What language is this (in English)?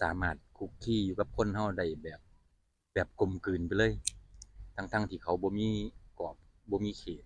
Northeastern Thai